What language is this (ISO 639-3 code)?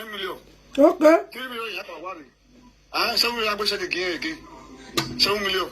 pcm